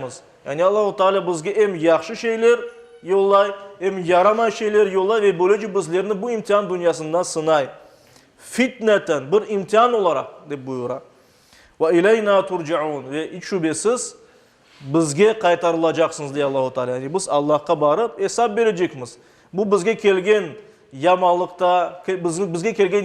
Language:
Crimean Tatar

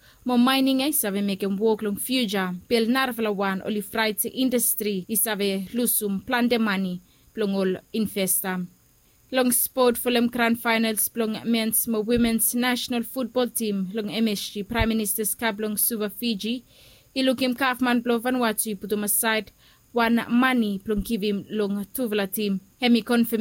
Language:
Bislama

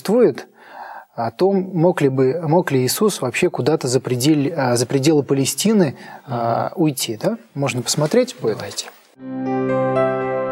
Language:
Russian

